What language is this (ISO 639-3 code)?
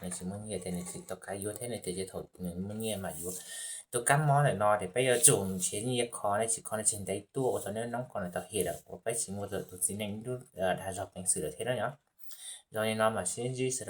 hmn